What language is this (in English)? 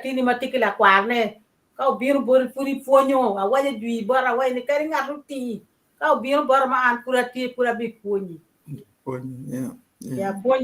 Acoli